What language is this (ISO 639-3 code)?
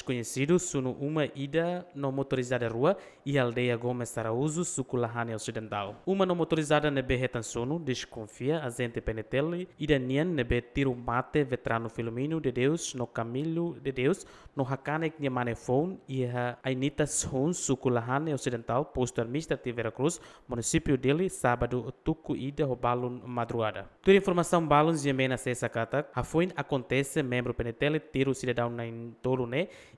tet